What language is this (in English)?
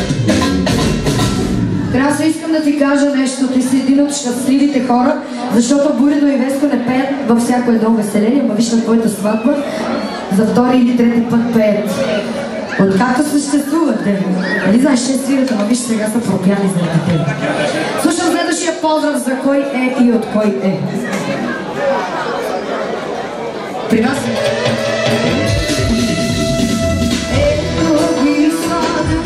Bulgarian